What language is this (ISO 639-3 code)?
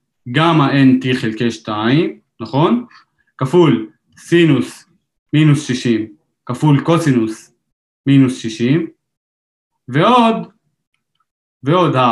heb